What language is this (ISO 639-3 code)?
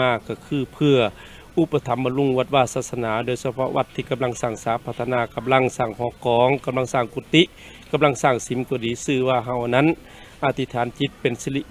lao